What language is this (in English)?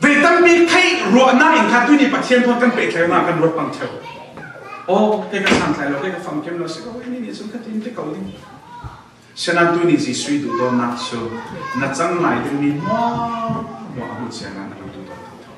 Falam Chin